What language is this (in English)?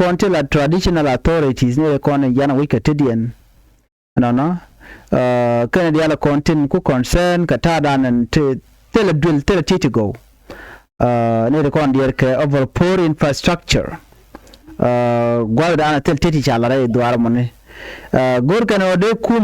Nuer